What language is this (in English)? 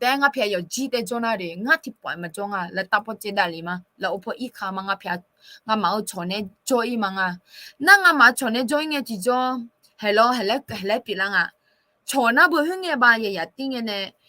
Akha